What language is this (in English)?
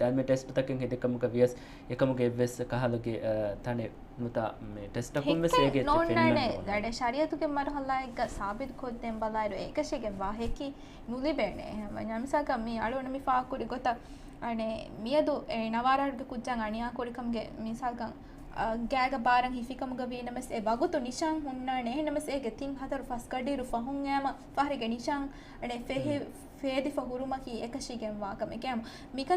Divehi